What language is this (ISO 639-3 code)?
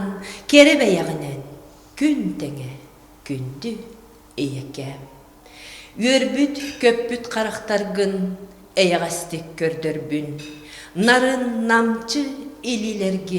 sah